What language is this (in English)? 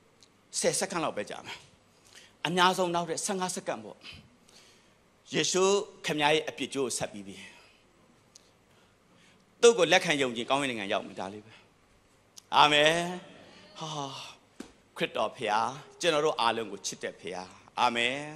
Burmese